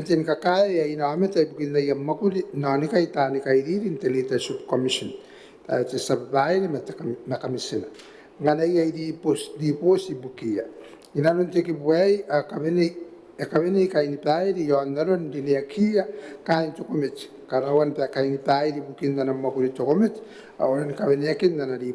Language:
Gilbertese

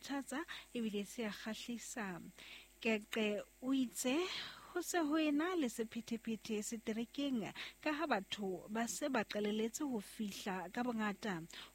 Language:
Southern Sotho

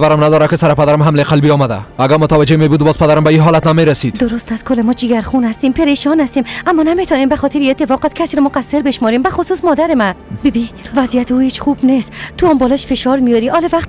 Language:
Persian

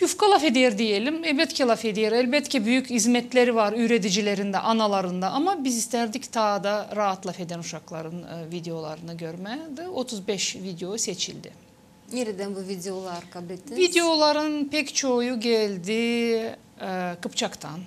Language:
Gagauz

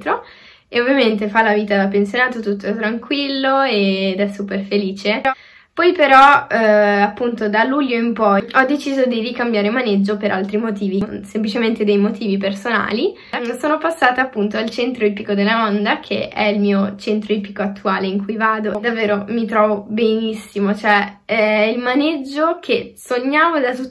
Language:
Italian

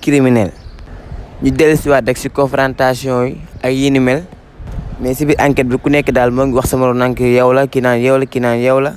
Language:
Wolof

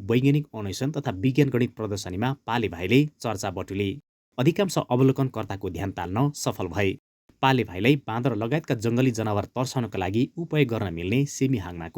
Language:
Nepali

